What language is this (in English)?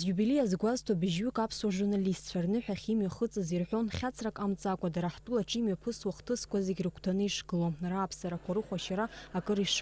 Abkhazian